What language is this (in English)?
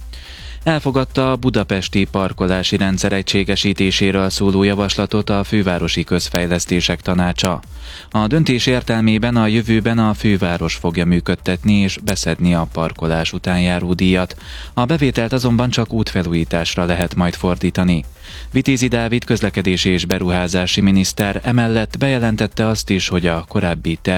Hungarian